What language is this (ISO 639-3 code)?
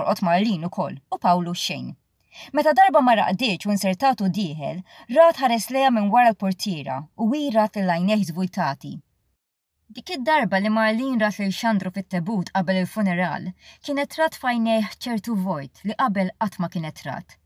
mlt